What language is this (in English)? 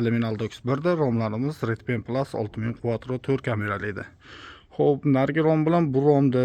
Uzbek